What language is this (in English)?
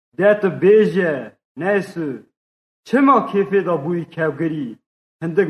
Kurdish